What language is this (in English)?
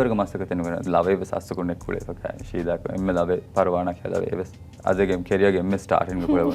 Divehi